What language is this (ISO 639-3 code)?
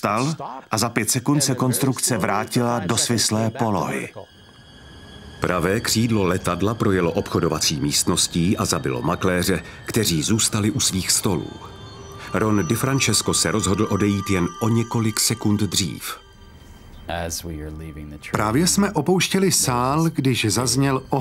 ces